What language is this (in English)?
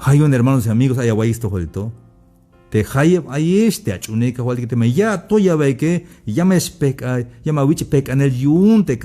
Tzeltal